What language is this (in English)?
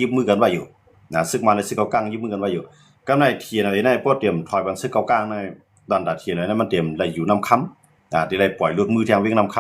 Shan